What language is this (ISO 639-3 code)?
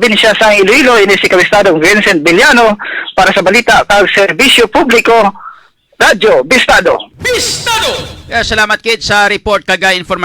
hil